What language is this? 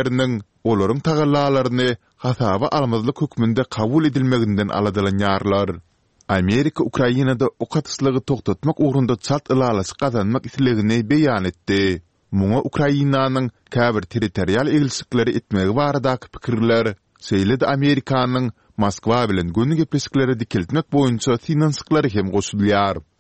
Turkmen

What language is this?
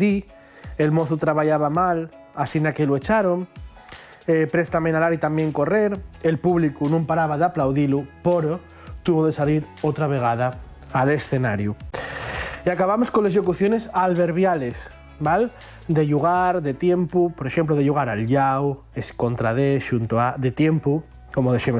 Asturian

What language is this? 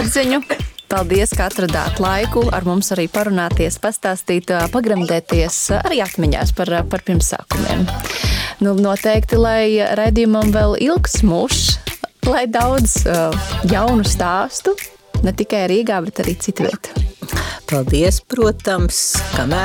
Latvian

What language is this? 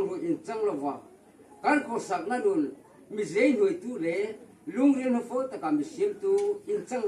Mizo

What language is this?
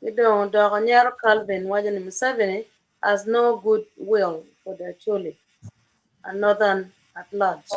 Acoli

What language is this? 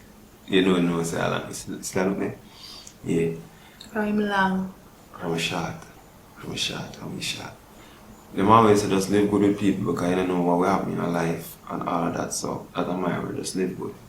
Jamaican Creole English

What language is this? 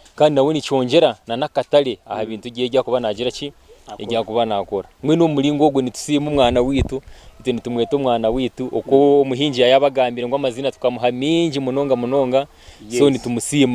Nyankole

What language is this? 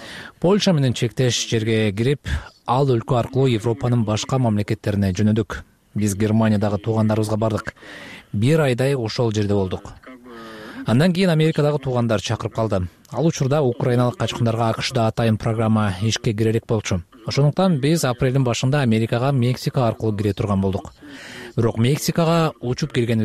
Kyrgyz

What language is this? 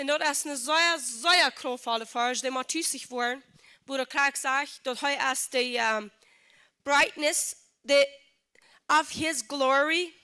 Plautdietsch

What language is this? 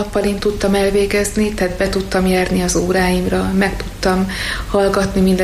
Hungarian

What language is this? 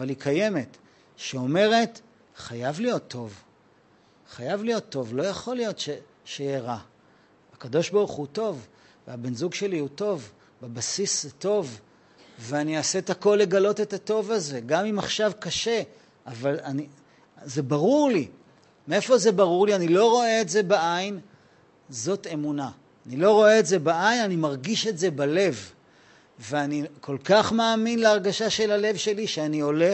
Hebrew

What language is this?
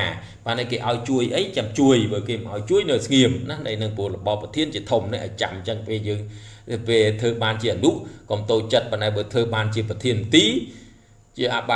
Khmer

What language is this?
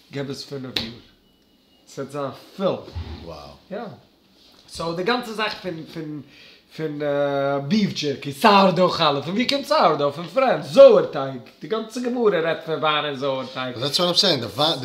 Yiddish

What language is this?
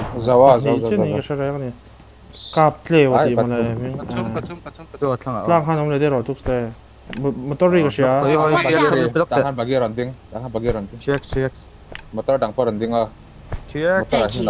Vietnamese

